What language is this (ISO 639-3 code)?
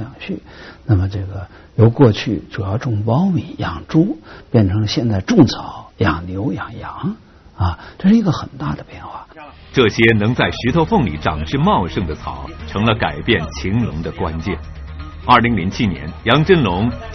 zho